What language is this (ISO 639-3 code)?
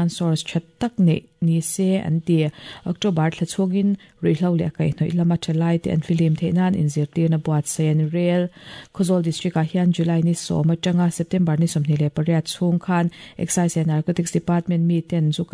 lus